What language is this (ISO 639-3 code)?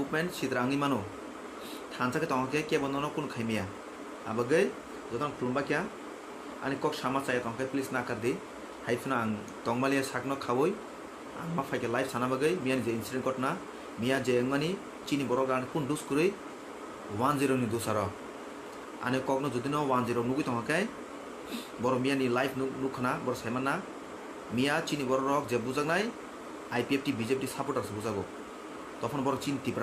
trp